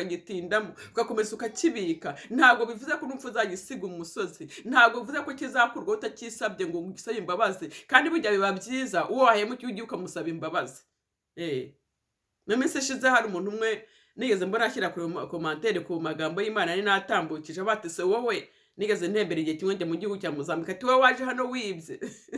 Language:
Kinyarwanda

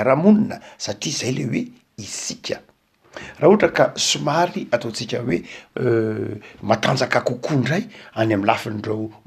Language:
Malagasy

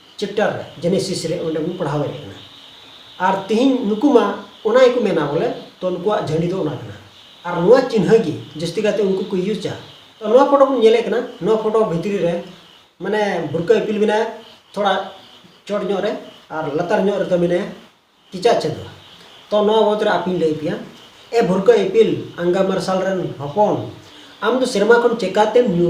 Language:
Santali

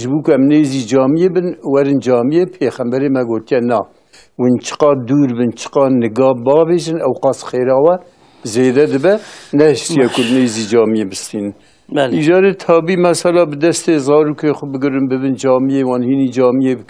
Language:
Kurdish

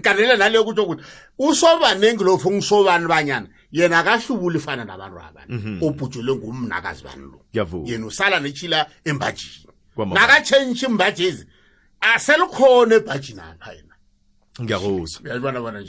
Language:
South Ndebele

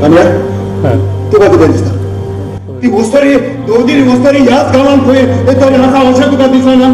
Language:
Konkani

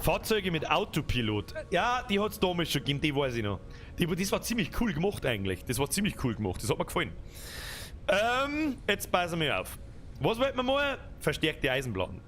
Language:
Bavarian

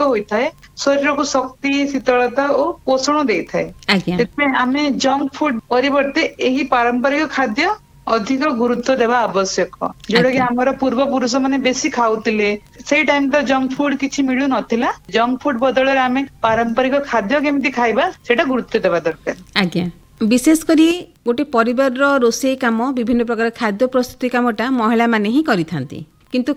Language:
Odia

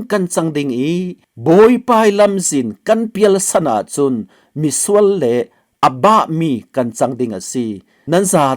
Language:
Falam Chin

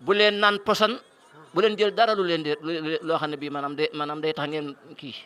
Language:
Wolof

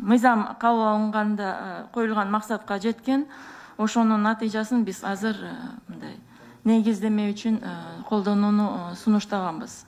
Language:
Kyrgyz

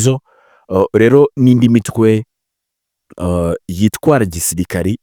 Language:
Kinyarwanda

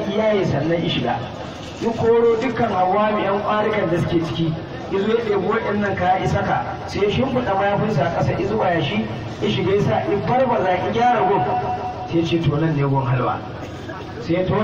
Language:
Hausa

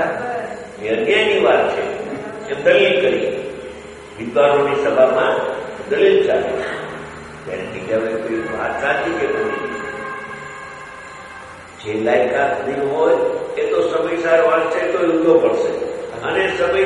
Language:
Gujarati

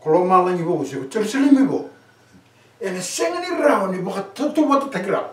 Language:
Fijian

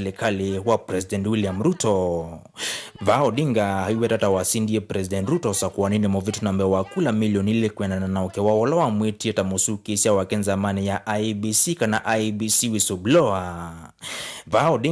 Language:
Kamba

